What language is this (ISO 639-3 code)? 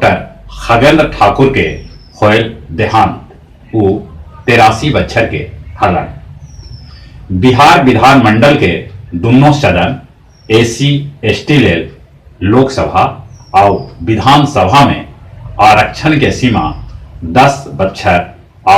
mag